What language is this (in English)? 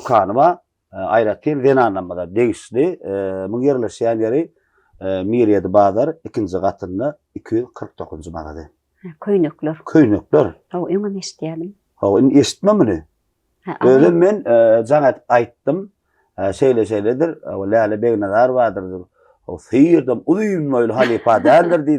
Turkmen